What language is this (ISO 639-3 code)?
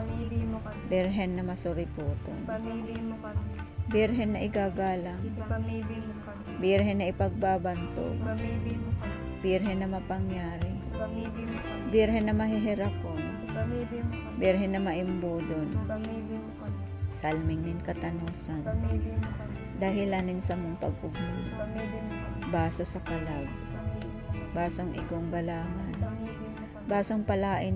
bik